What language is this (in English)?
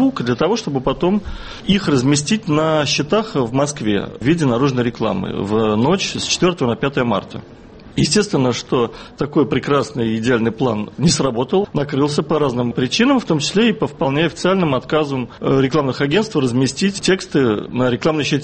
Russian